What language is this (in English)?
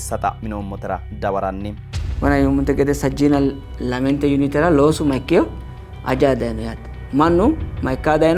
Sidamo